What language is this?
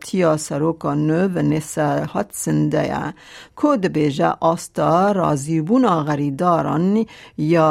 Kurdish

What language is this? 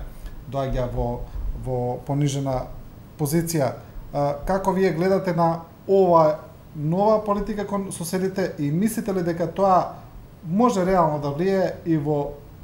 Macedonian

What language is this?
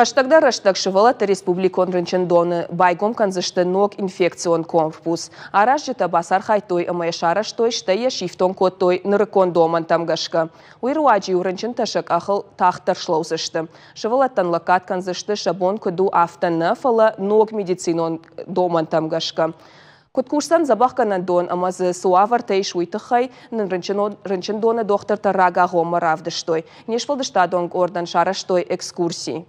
Ossetic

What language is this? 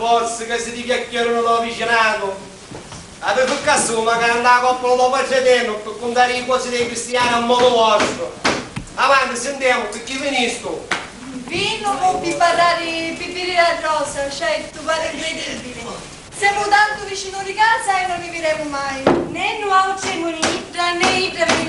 Sicilian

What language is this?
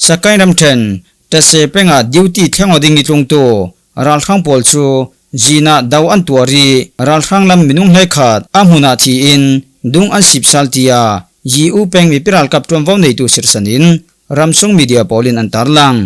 Falam Chin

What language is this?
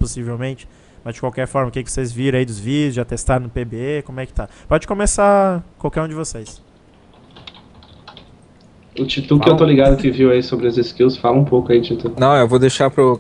Portuguese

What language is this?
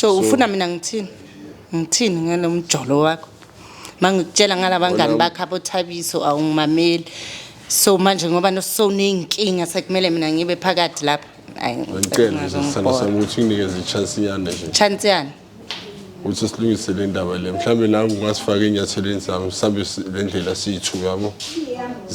Zulu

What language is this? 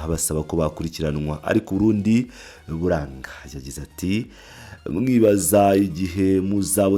Kinyarwanda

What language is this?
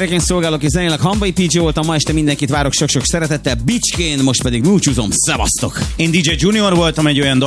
Hungarian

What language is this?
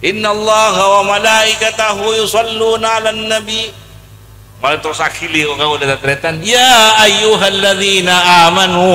Madurese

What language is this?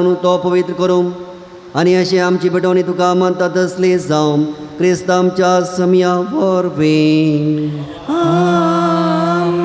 Konkani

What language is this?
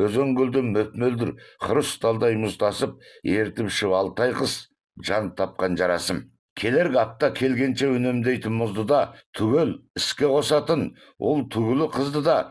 Kazakh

